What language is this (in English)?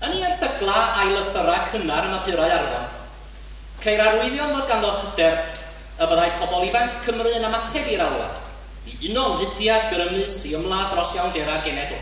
Welsh